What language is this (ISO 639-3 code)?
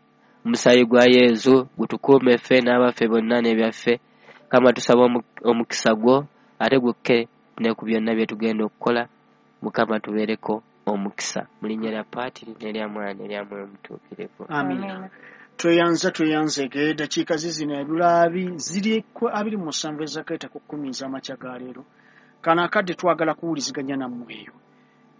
lug